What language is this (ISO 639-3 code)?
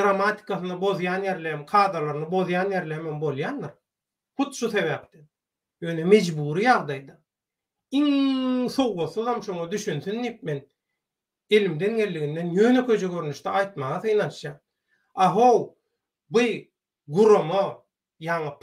tuk